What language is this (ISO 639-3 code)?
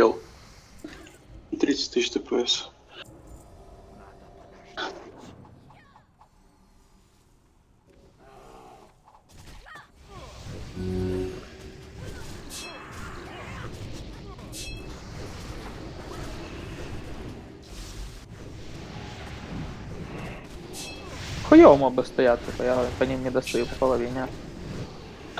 rus